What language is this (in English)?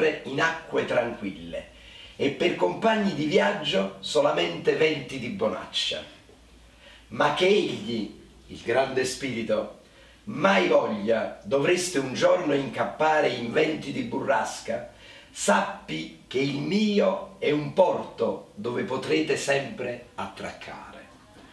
Italian